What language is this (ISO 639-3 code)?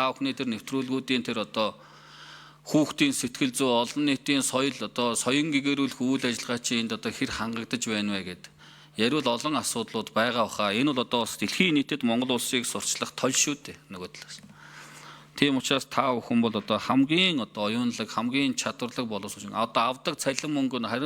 mon